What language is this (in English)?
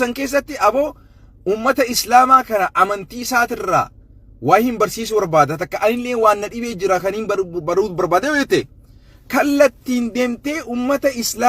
Oromo